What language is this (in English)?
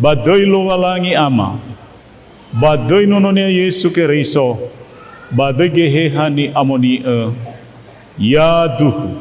Nias